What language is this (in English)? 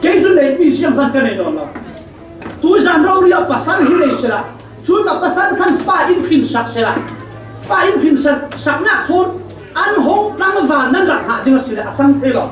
Falam Chin